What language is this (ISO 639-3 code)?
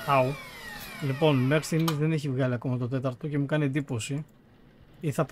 ell